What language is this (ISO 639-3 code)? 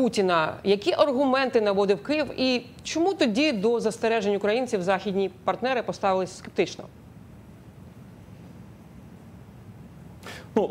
ukr